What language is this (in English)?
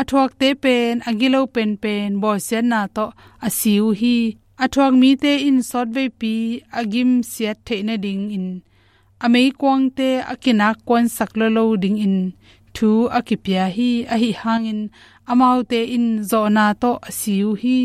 Tedim Chin